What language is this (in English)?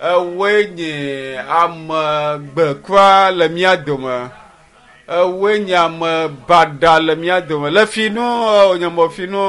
Ewe